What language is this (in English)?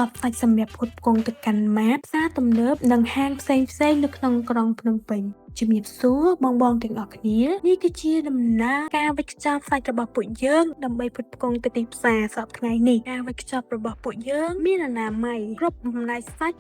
Khmer